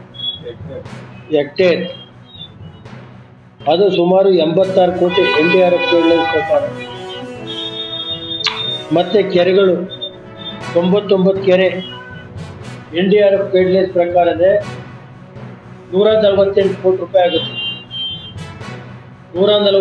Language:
Kannada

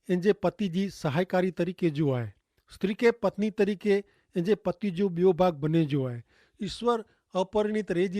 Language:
Kachhi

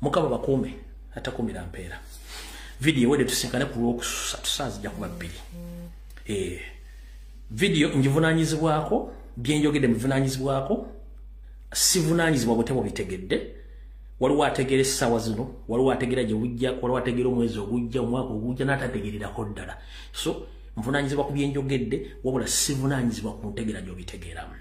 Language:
Ganda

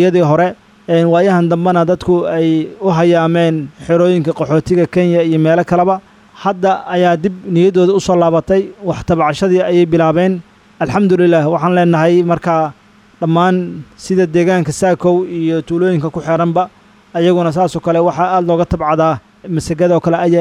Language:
Somali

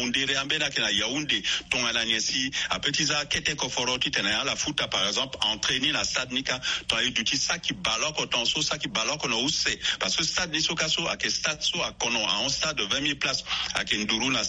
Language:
Sango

